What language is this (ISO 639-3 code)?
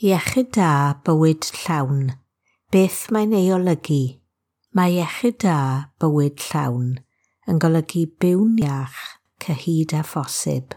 cym